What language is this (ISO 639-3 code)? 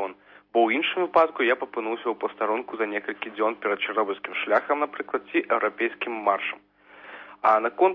bel